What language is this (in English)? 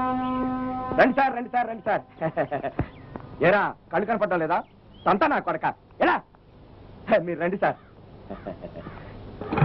Telugu